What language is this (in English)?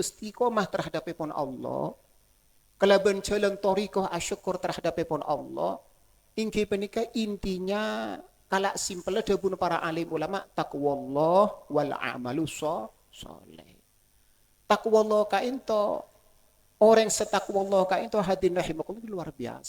Madurese